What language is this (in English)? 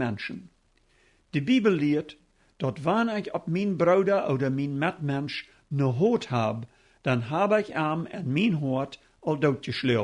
Plautdietsch